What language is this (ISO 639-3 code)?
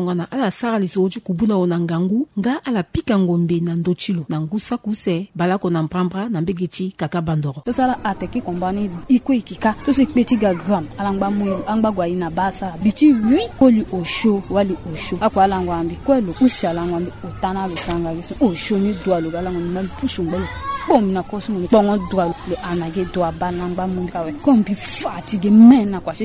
sag